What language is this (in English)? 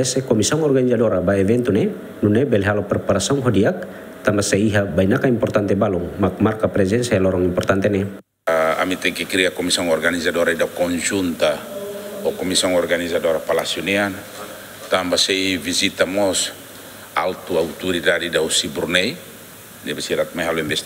Tetum